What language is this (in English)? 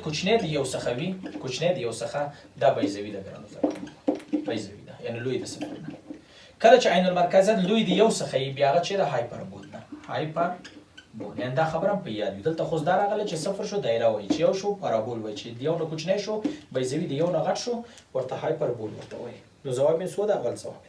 Pashto